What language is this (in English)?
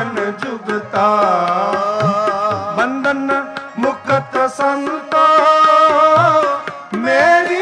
Punjabi